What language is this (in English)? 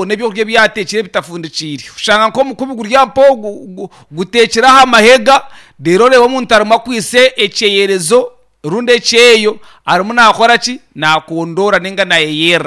Nyankole